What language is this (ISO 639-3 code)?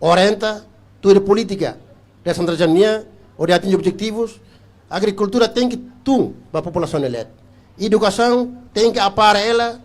tet